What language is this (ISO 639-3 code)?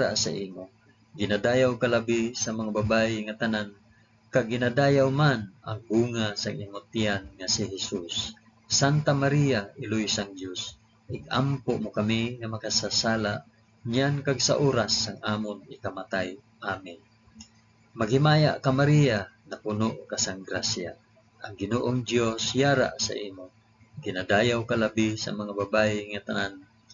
hil